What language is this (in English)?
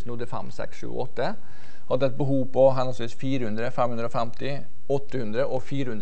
Norwegian